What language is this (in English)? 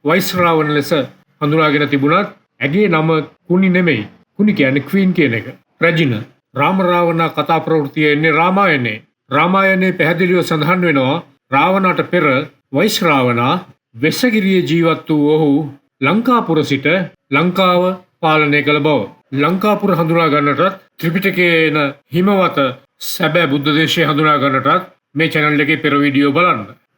Sinhala